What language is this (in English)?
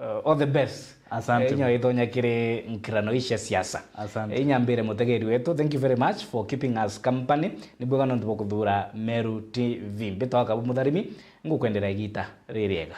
Meru